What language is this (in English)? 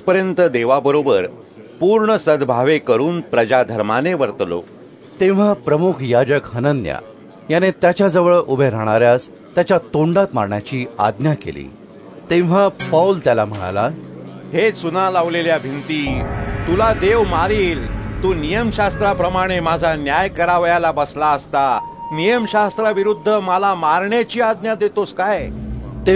Marathi